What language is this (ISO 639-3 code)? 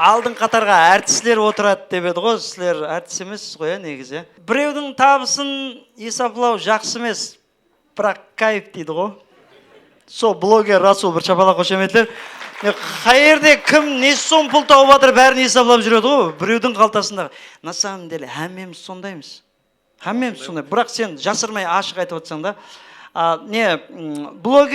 kaa